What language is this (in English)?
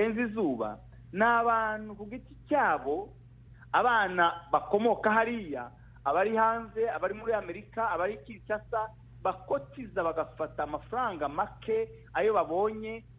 Kinyarwanda